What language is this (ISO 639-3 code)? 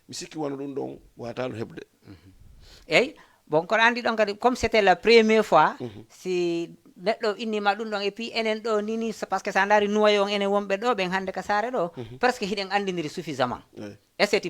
ful